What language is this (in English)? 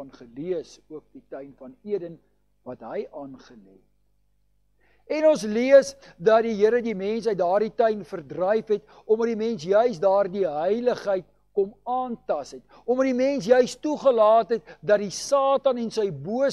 Afrikaans